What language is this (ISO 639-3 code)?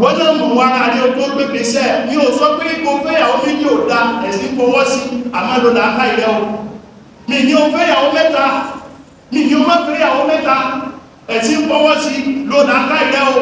yor